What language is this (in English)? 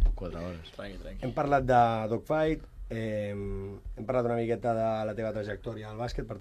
Catalan